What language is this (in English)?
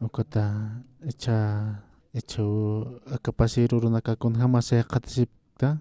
Aymara